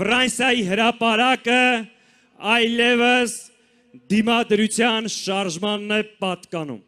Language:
Armenian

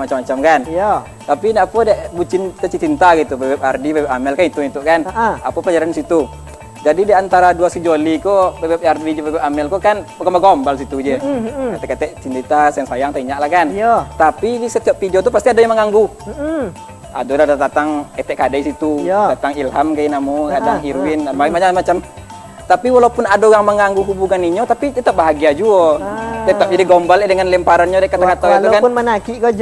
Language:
Minangkabau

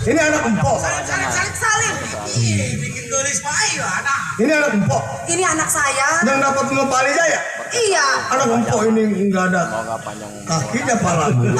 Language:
Betawi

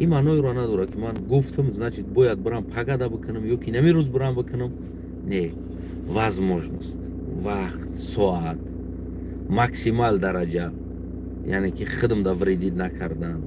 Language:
Tajik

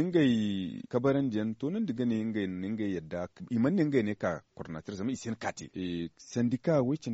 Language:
Zarma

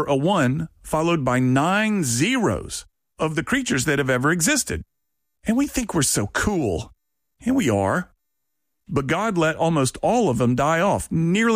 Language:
English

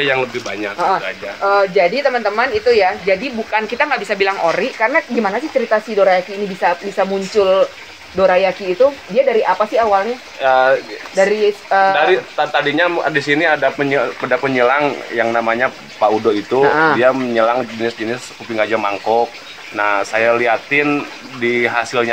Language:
Indonesian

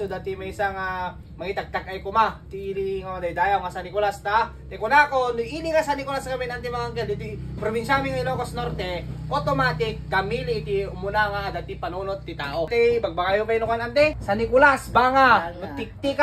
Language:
Iloko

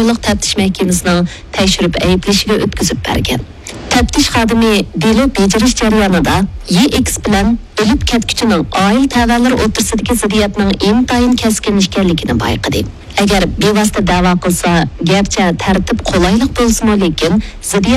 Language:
Uyghur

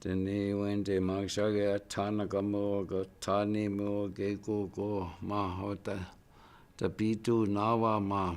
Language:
Chippewa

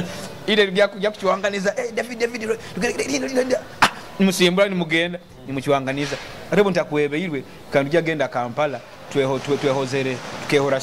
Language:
Nyoro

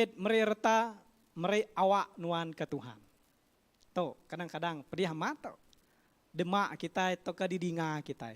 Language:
Iban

